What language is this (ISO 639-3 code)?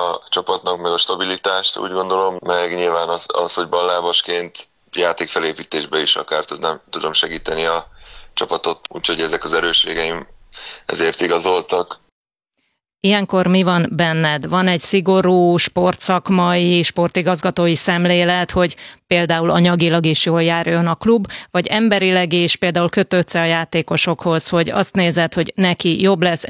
hun